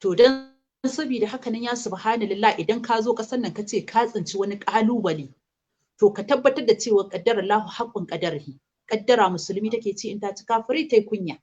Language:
Hausa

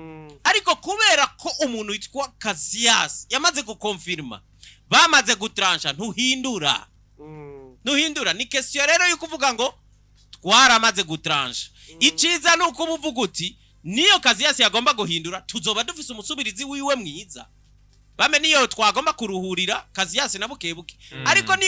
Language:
Rundi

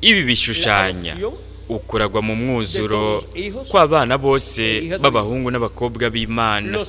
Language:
Rundi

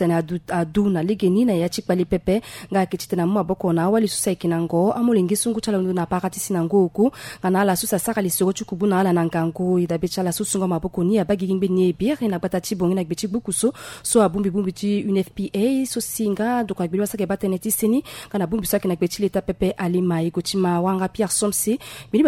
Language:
Sango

